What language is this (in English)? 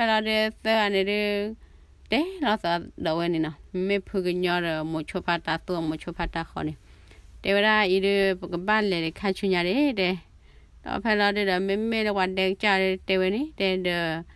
S'gaw Karen